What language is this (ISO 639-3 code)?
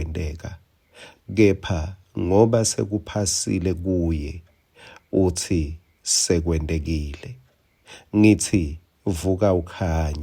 ssw